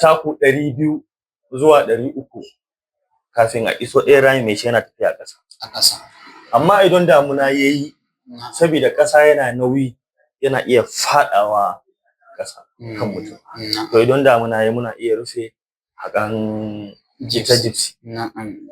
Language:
Hausa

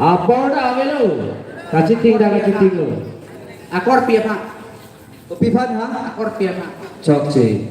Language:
Karbi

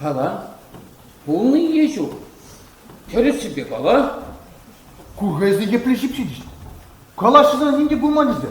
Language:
Chuvash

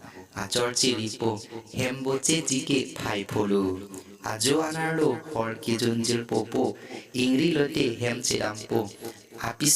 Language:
Karbi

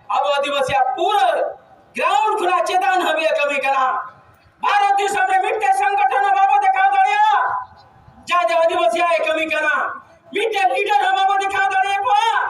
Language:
Santali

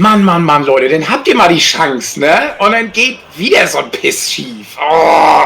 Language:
Swiss German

